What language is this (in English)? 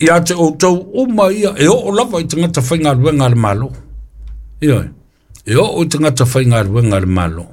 Samoan